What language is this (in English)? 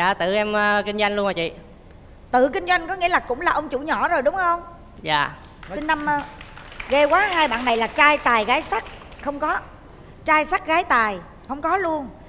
Vietnamese